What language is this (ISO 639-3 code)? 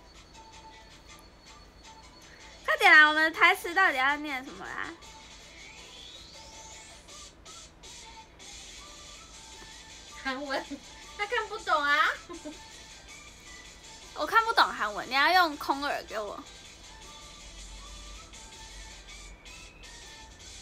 zho